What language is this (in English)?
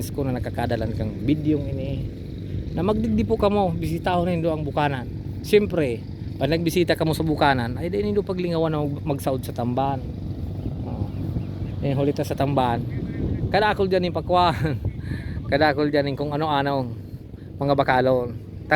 Bikol